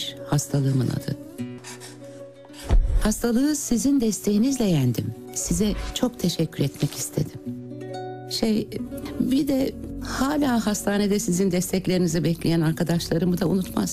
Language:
Turkish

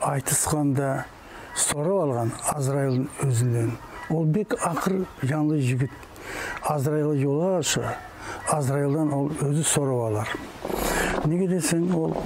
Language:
Nogai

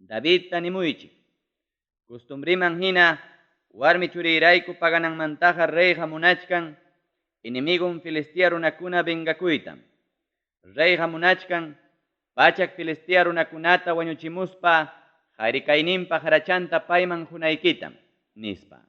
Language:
Ayacucho Quechua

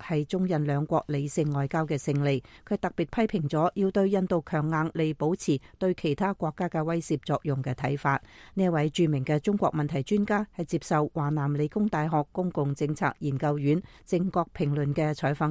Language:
Cantonese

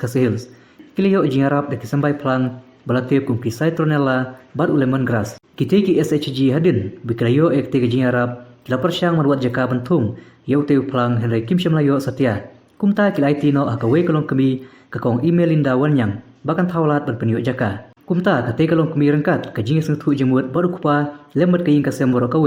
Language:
Khasi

